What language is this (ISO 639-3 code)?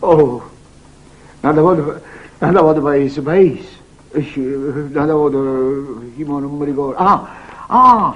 nap